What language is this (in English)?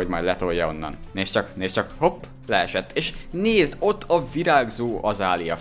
Hungarian